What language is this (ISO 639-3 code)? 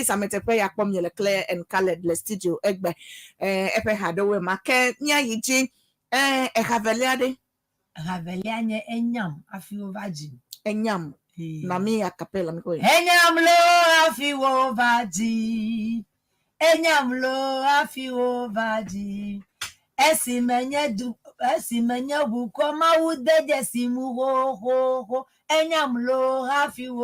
ewe